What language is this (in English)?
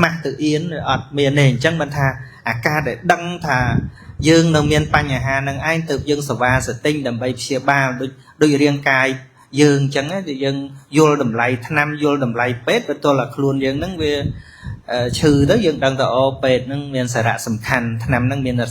Khmer